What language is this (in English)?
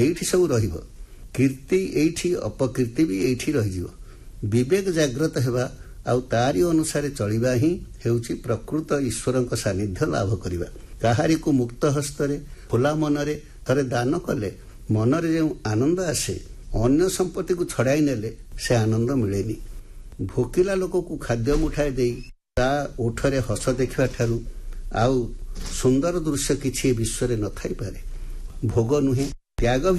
Odia